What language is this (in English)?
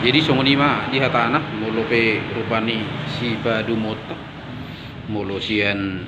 Batak Toba